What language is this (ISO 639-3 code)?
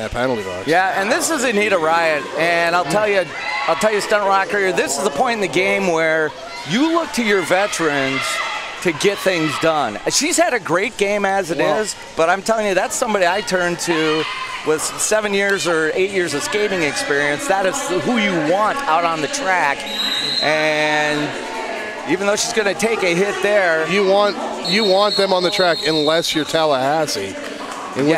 eng